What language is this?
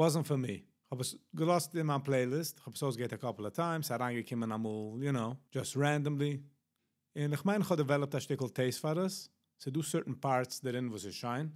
Yiddish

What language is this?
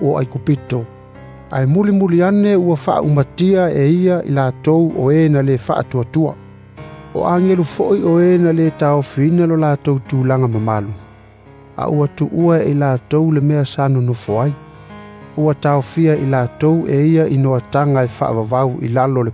Samoan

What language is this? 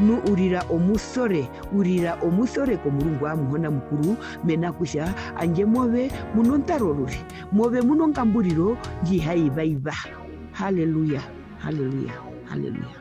Herero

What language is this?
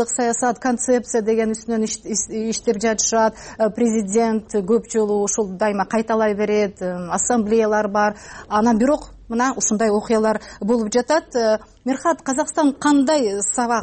Kyrgyz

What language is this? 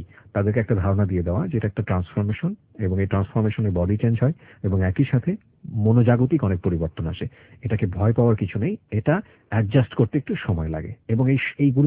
Bangla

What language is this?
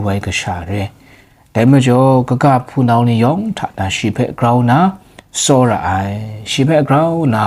Kachin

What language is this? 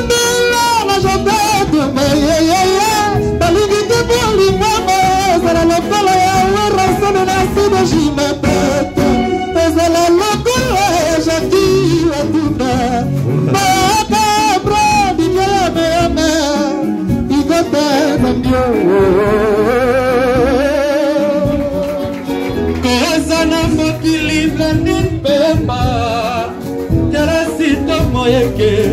Lingala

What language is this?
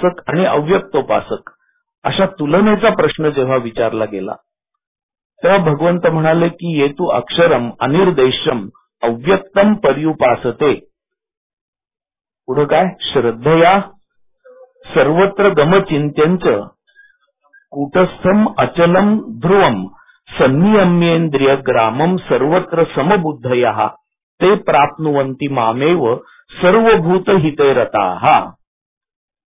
Marathi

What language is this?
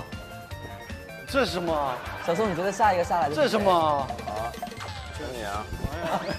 Chinese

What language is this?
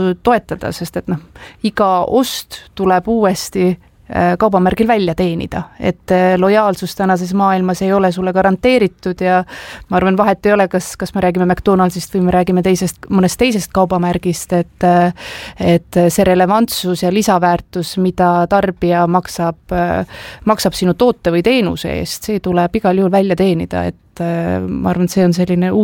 Estonian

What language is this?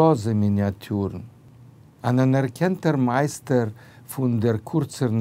Yiddish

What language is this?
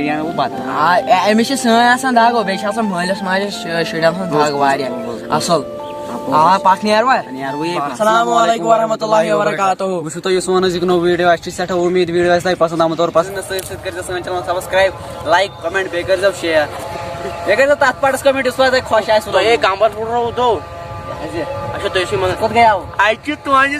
Kashmiri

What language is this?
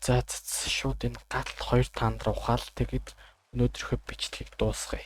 Mongolian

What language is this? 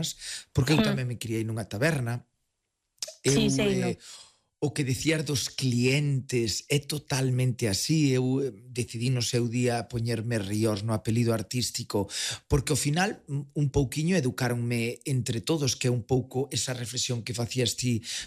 Galician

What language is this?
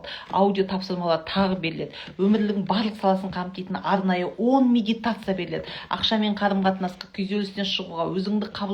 Kazakh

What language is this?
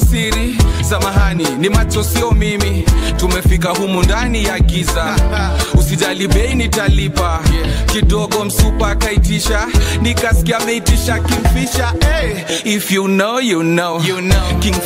Swahili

